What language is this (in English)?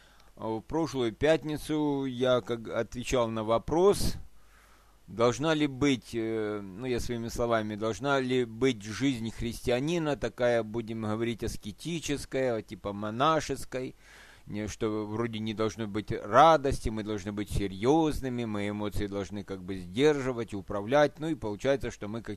Russian